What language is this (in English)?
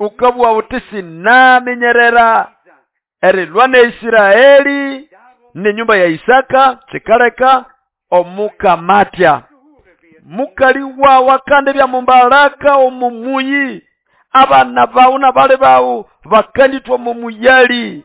Nande